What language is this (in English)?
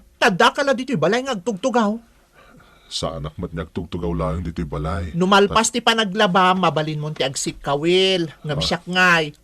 Iloko